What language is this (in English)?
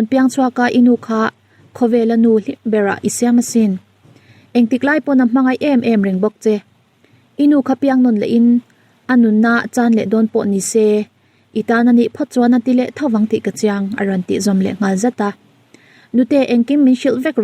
Mizo